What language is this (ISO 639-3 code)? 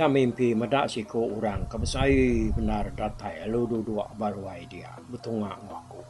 iba